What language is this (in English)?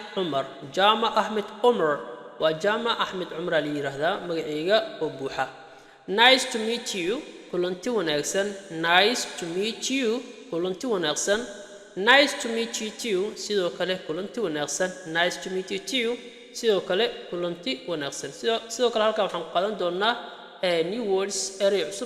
Somali